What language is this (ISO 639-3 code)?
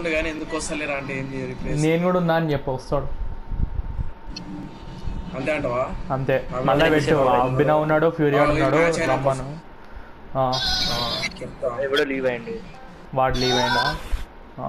tel